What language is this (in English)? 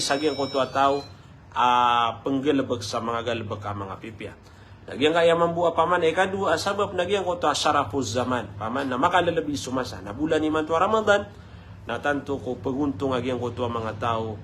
Maranao